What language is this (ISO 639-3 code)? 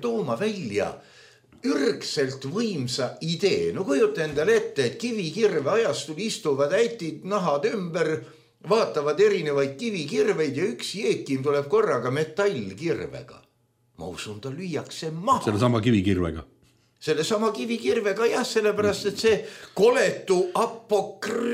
est